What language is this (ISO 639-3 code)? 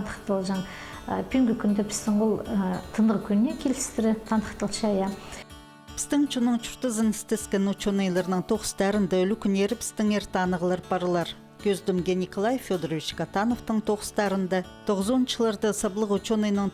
kjh